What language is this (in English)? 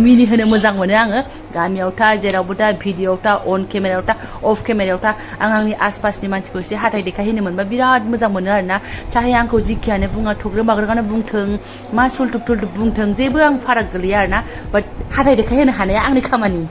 Bodo